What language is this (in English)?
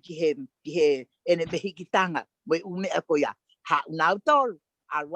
Tongan